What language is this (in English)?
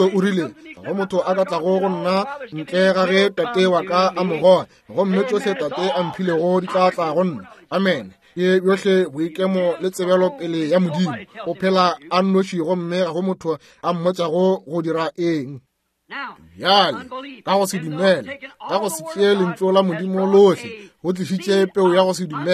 Northern Sotho